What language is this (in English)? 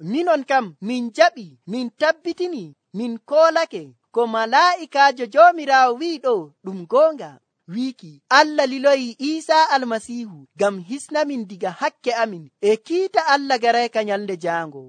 Nigerian Fulfulde